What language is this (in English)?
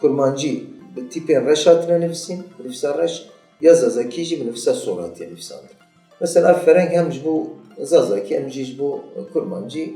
Kurdish